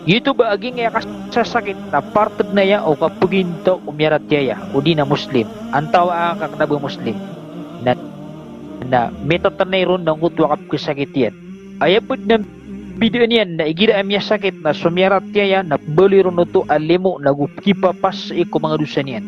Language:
Maranao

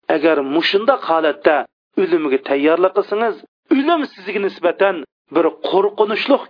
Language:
Uyghur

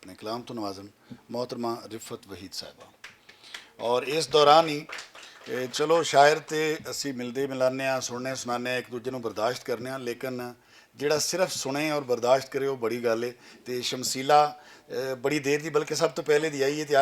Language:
Western Panjabi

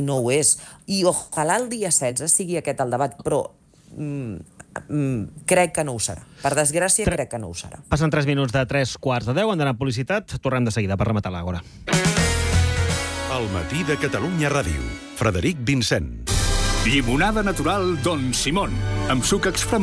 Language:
Catalan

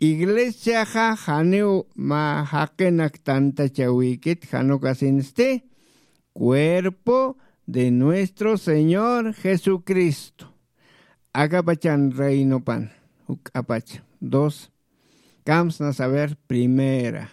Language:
Aymara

